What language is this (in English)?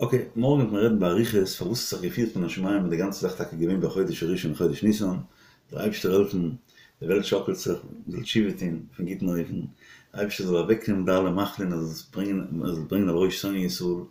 Yiddish